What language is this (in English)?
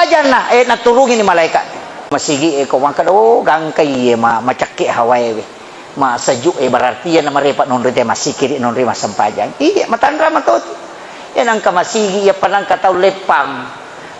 Buginese